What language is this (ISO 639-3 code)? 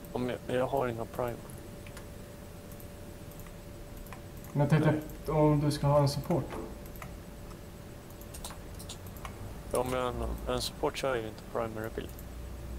swe